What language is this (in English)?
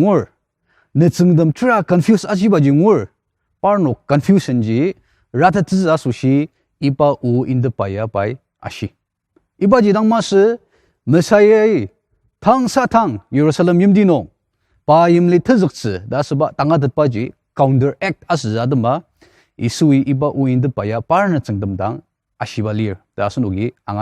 Ao Naga